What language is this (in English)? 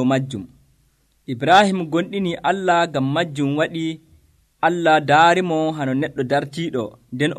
Nigerian Fulfulde